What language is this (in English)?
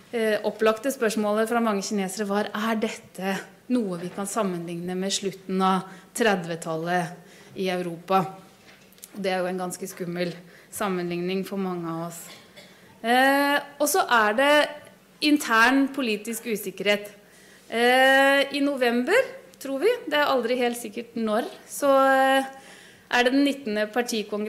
Norwegian